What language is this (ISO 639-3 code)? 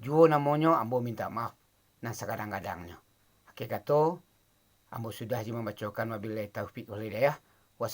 min